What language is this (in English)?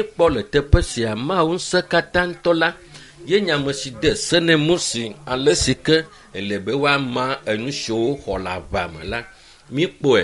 Ewe